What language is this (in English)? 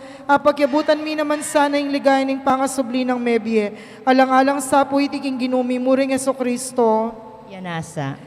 Pampanga